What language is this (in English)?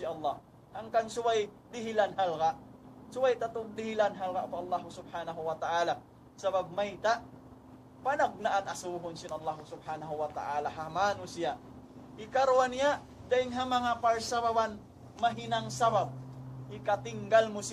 Tausug